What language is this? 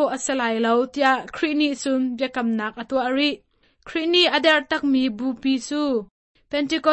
Hakha Chin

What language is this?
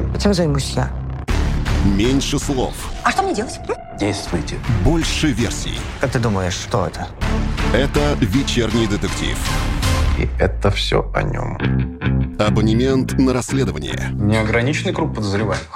Russian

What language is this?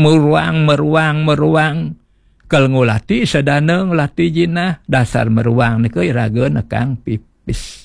Balinese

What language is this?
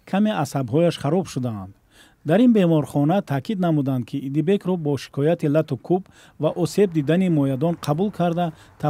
Tajik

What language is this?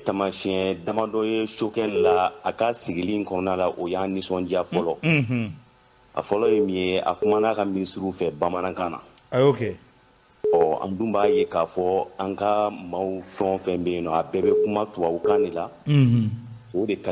Bambara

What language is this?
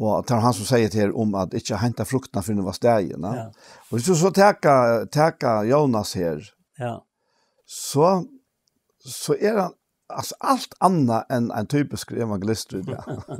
Faroese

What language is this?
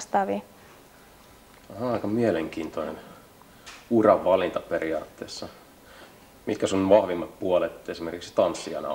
Finnish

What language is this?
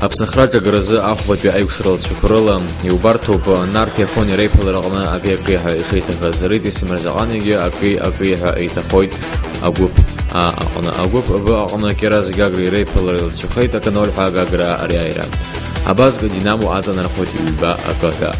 Abkhazian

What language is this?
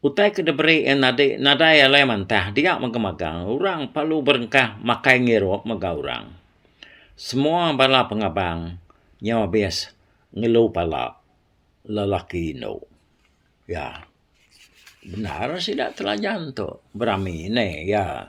Iban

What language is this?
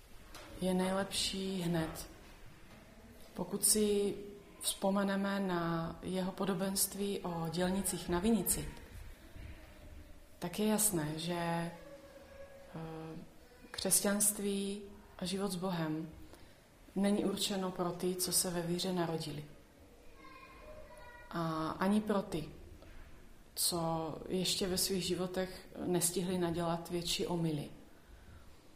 Czech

